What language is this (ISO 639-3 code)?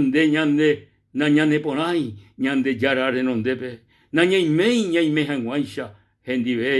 grn